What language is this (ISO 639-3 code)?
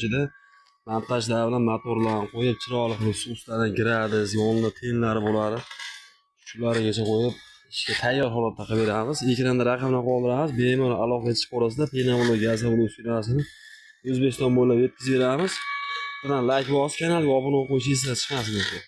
uzb